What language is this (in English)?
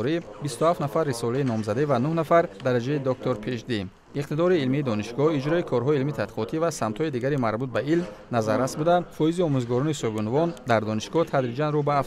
Tajik